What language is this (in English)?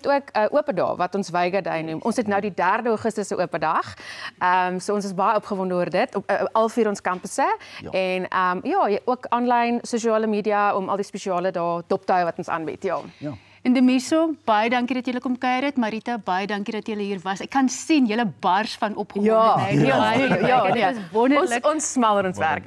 Afrikaans